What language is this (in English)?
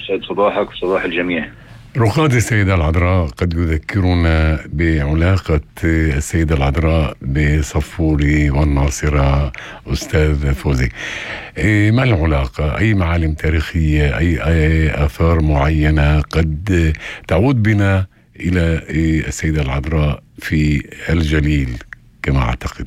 North Levantine Arabic